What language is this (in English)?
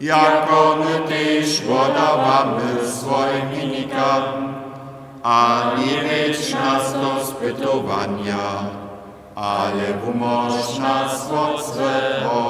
Upper Sorbian